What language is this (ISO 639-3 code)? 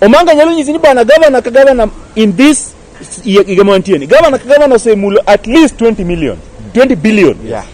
luo